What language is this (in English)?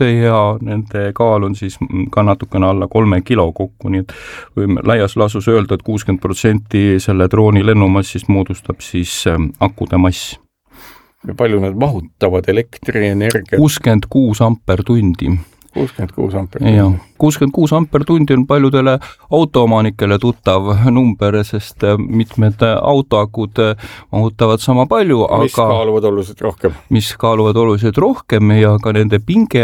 Estonian